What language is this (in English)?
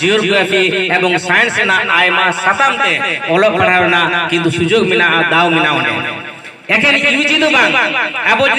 Santali